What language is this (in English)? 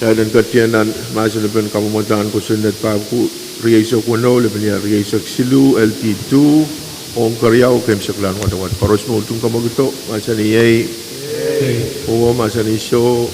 Pohnpeian